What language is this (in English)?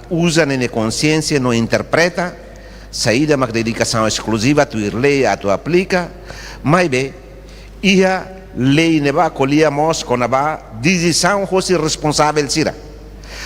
Tetum